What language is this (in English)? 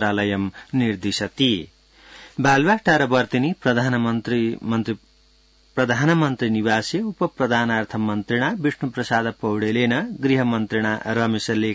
Sanskrit